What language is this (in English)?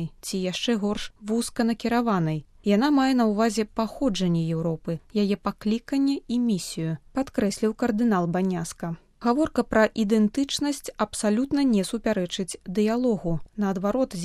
Belarusian